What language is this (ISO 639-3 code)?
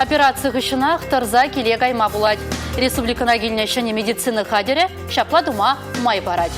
chv